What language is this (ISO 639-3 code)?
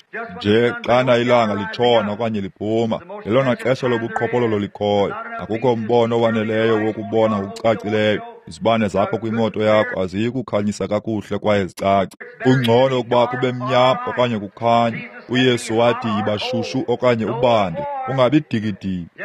xho